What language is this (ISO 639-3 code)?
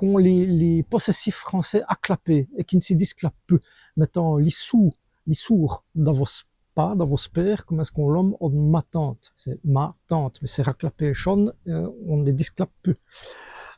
wln